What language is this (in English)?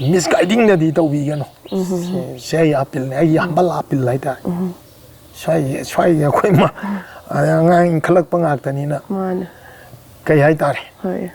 Manipuri